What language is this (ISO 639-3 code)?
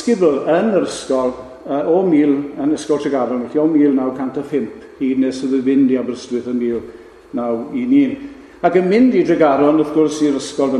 cym